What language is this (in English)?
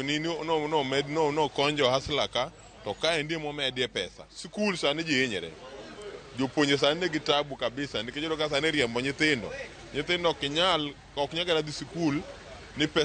Luo (Kenya and Tanzania)